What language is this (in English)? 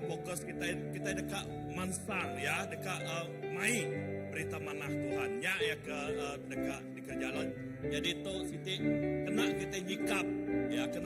Iban